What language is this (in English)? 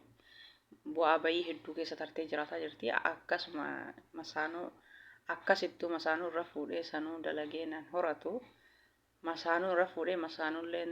Oromo